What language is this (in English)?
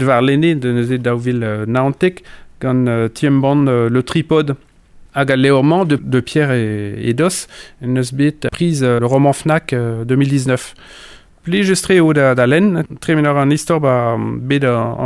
Breton